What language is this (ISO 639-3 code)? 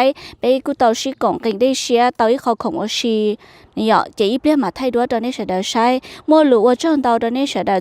hmn